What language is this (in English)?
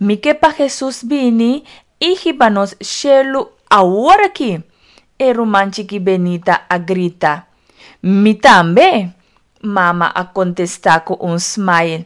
Papiamento